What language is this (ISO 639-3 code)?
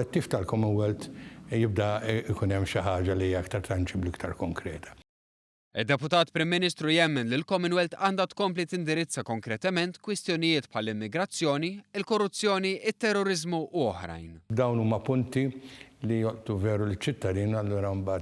mlt